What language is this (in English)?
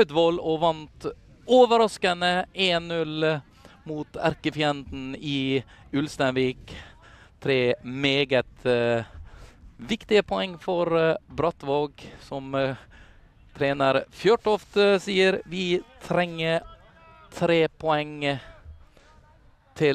Norwegian